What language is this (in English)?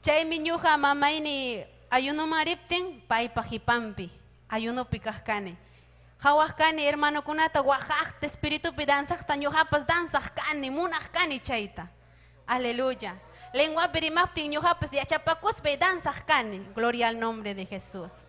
Ayacucho Quechua